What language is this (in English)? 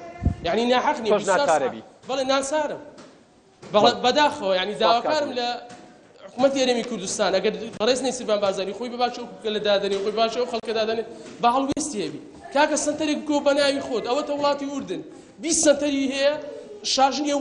Central Kurdish